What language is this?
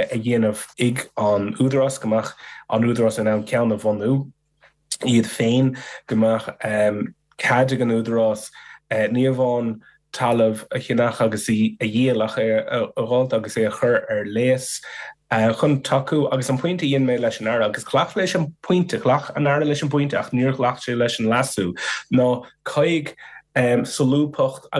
Irish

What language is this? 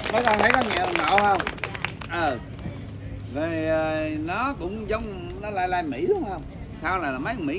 Vietnamese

